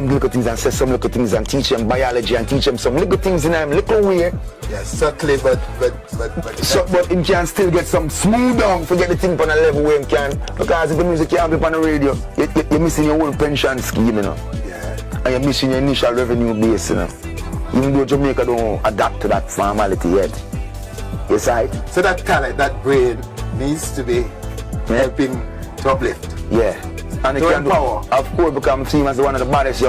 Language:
Jamaican Creole English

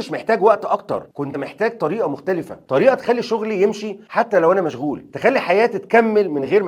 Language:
Egyptian Arabic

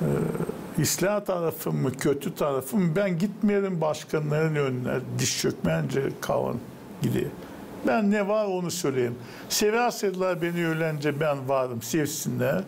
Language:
Gagauz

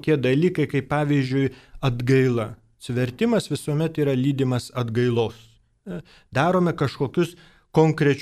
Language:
Lithuanian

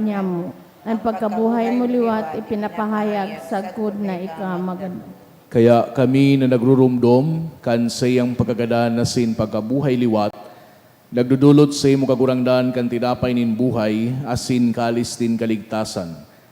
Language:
Bikol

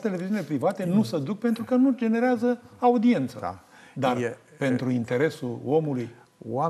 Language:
Romanian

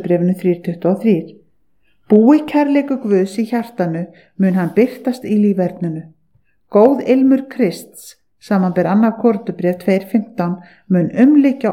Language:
Icelandic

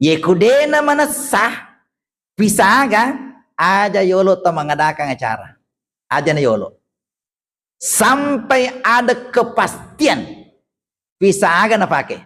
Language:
Buginese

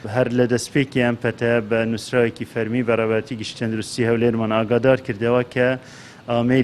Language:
Central Kurdish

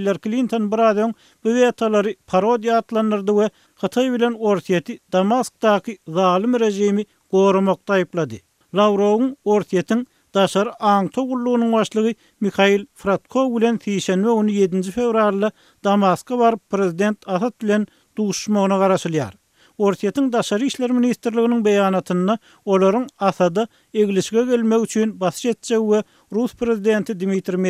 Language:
Turkmen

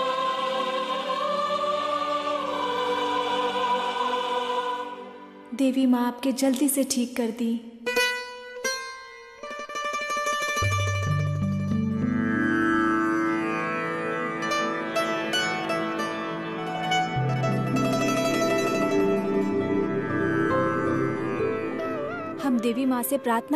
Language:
Bhojpuri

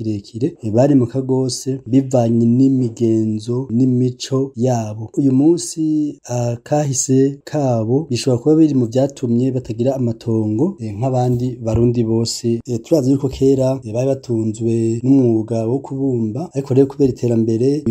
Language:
Rundi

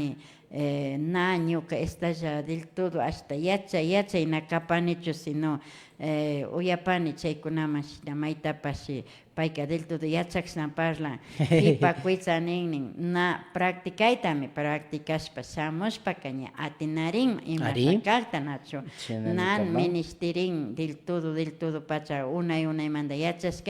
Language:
Imbabura Highland Quichua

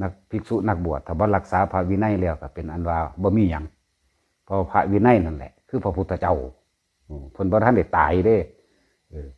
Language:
Northeastern Thai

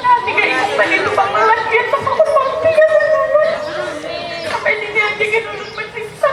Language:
Banjar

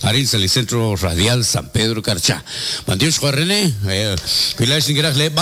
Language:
Kekchí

